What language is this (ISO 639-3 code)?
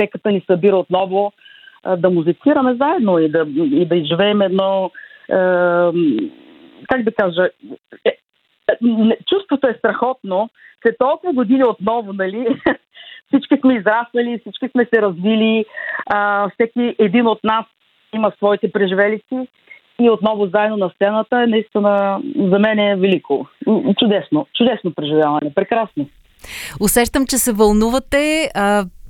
bul